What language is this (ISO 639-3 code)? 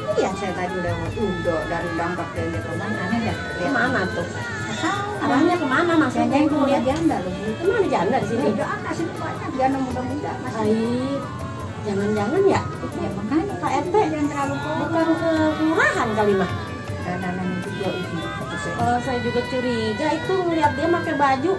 bew